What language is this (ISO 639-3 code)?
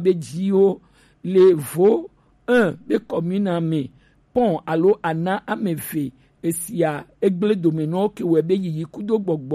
gej